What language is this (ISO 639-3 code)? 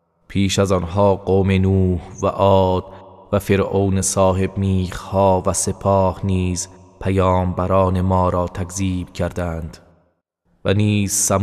fas